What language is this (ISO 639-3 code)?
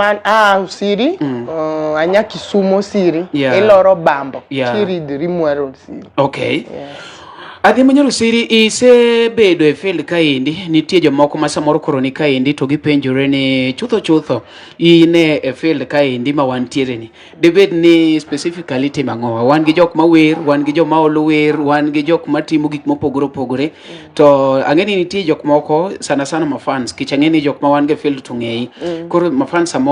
luo